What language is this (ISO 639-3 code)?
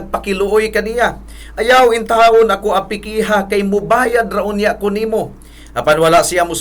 ceb